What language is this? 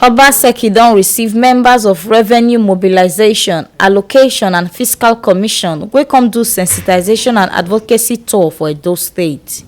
Nigerian Pidgin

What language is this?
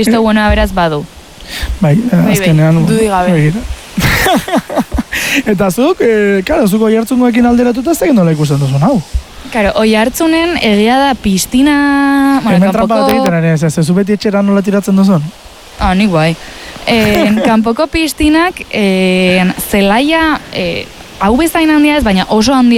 Basque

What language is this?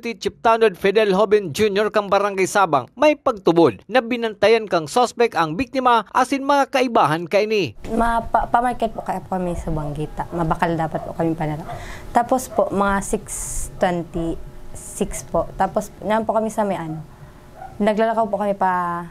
Bikol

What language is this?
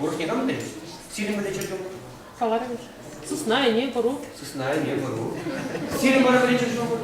Chuvash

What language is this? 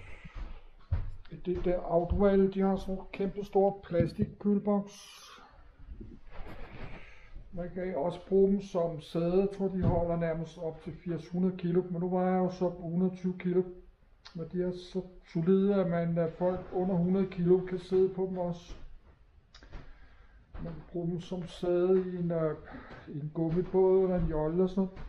Danish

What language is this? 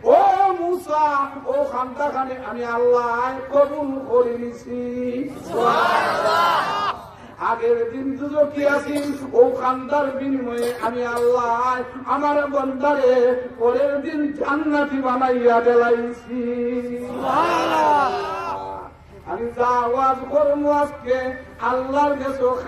Sylheti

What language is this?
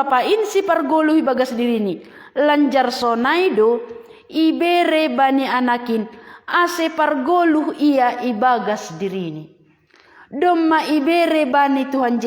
Batak Simalungun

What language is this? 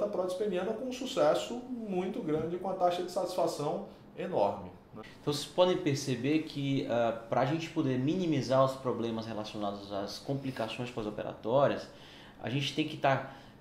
Portuguese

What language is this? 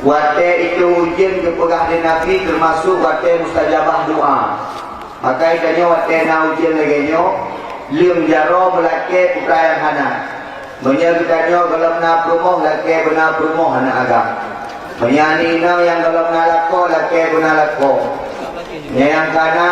Achinese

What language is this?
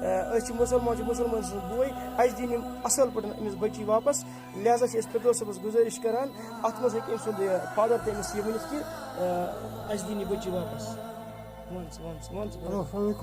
Kashmiri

